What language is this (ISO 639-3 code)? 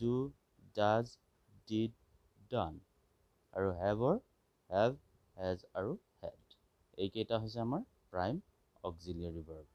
asm